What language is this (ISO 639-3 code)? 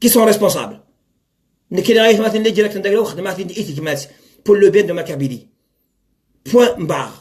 kab